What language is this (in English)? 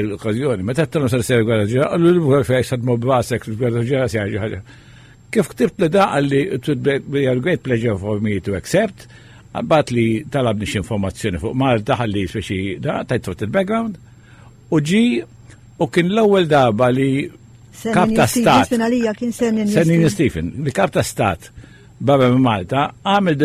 Maltese